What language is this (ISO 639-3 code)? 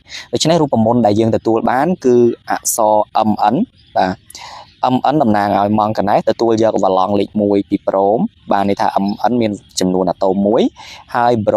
khm